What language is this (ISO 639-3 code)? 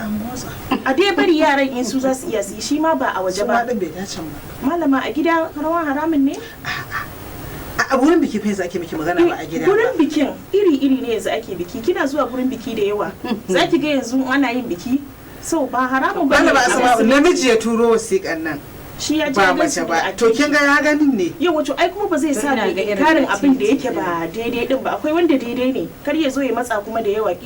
hau